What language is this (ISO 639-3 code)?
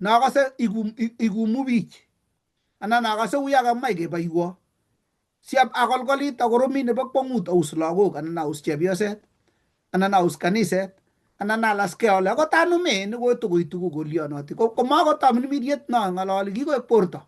kln